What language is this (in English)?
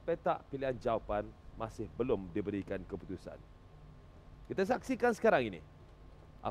Malay